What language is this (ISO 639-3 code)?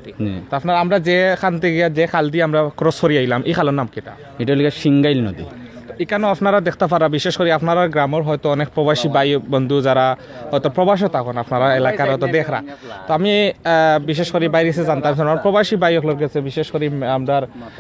syl